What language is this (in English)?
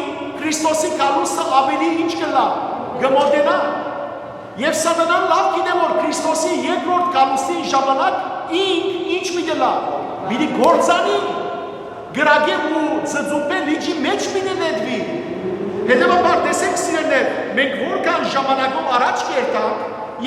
Western Armenian